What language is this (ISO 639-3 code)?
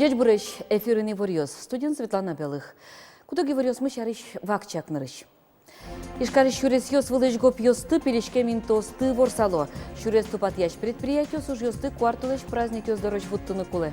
udm